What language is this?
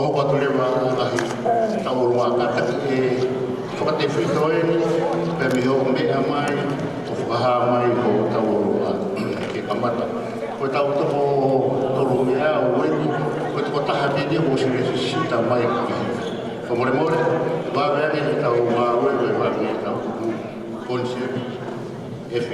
Tongan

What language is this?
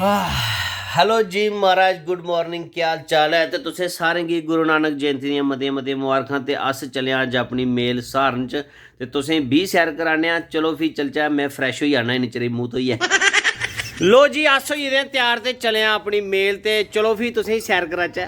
Dogri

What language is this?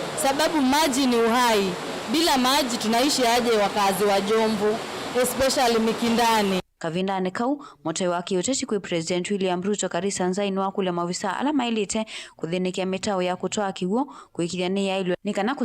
Kamba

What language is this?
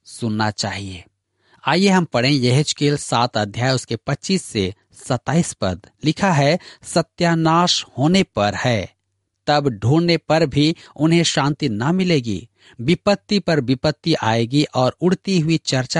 Hindi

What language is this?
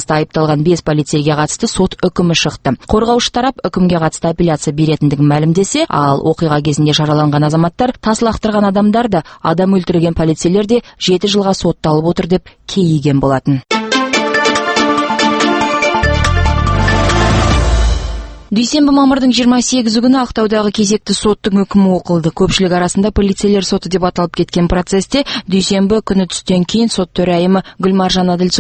Kazakh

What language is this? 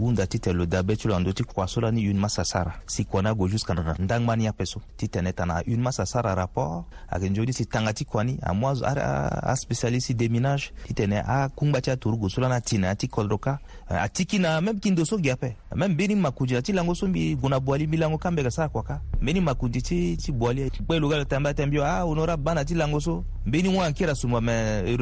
Sango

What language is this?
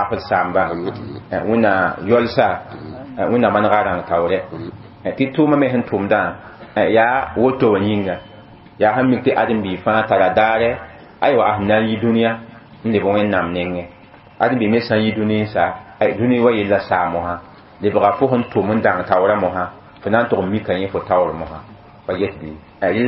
Mossi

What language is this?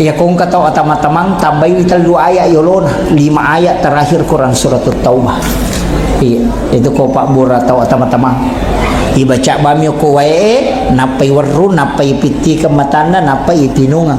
Buginese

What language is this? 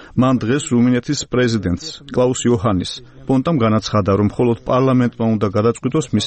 Georgian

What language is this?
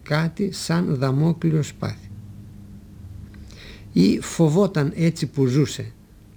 Greek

